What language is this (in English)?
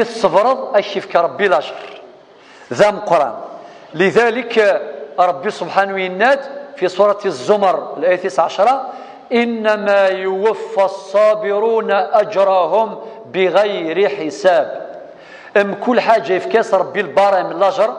Kabyle